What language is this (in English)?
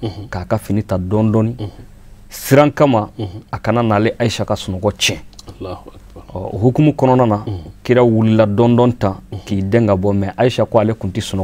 Bambara